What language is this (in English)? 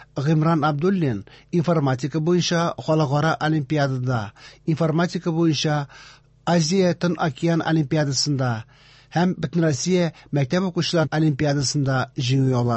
Tatar